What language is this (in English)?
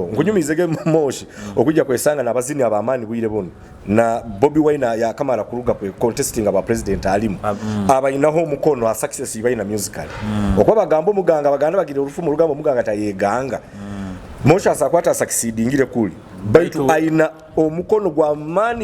Nyoro